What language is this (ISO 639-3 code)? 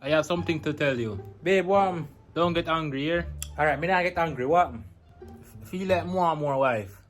jam